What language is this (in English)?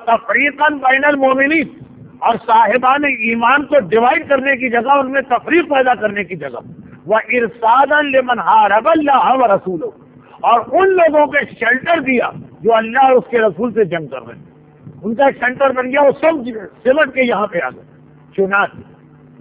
Urdu